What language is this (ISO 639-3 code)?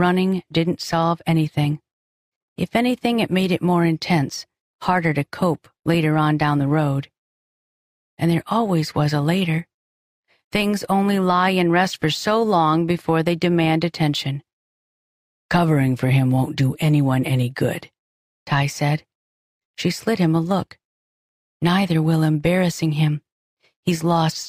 eng